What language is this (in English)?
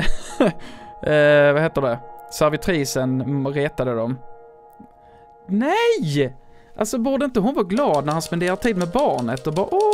Swedish